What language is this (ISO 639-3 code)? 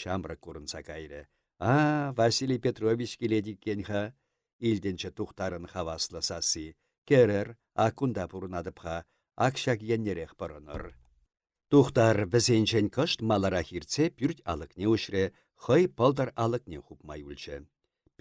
chv